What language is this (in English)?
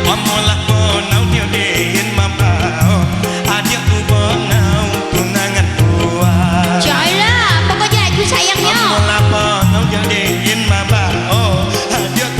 Minangkabau